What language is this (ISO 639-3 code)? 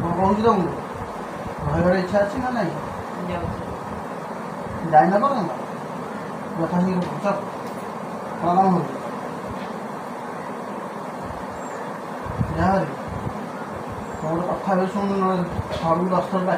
ori